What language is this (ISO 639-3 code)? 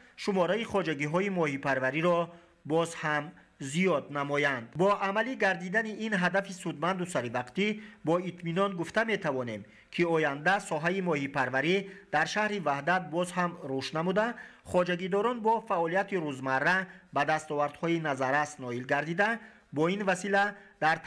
tgk